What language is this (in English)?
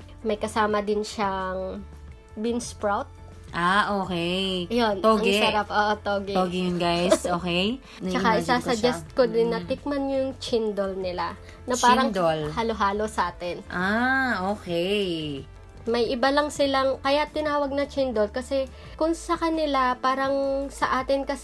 Filipino